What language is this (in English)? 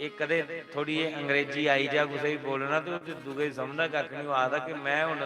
Dogri